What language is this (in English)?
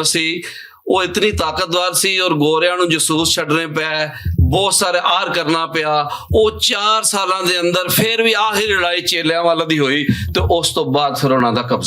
Western Panjabi